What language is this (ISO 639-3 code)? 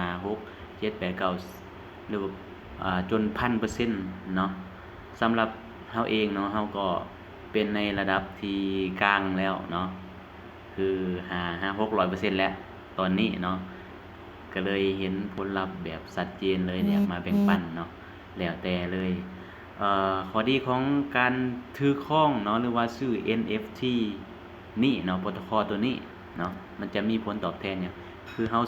lao